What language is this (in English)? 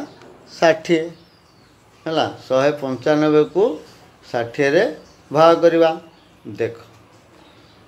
Odia